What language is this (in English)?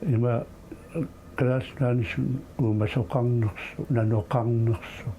Kalaallisut